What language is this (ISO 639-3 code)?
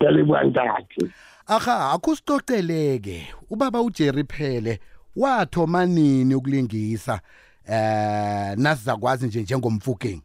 nbl